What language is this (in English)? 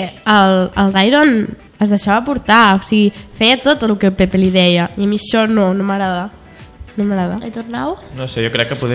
Catalan